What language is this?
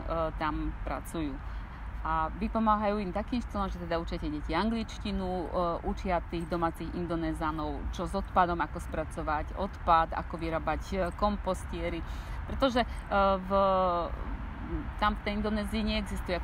Slovak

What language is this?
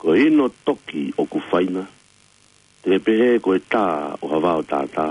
Tongan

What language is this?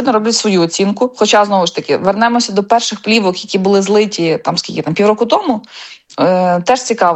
Ukrainian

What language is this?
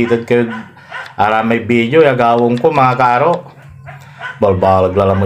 Pangasinan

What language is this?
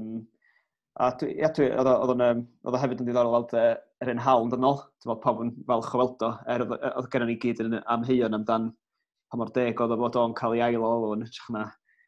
Welsh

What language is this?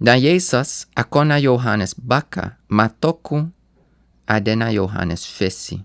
Sranan Tongo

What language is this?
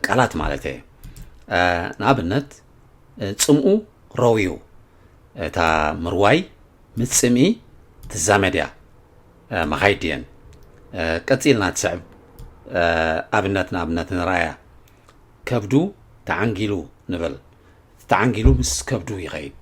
Tigrinya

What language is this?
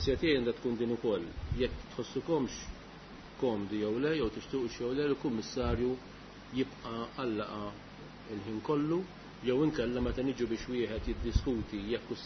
Maltese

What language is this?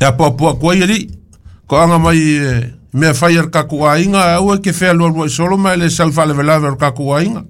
Samoan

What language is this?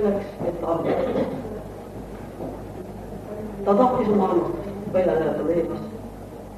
Estonian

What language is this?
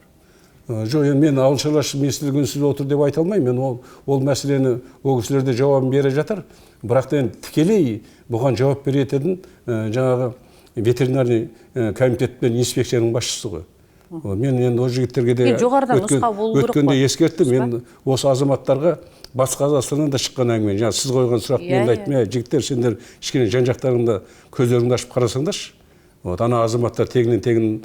Kazakh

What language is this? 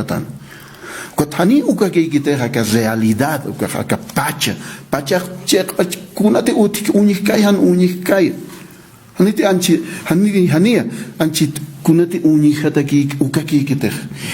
Aymara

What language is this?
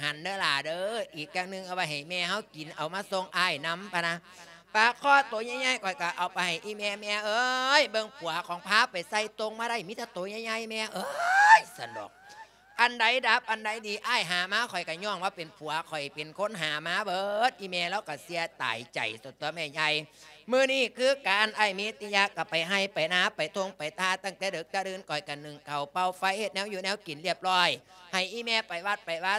Lao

